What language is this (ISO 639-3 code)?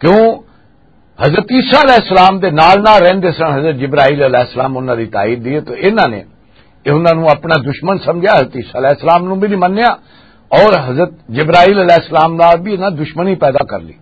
lah